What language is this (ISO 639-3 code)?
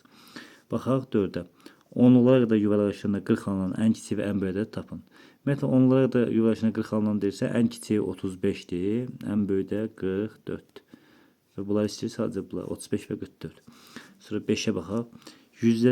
aze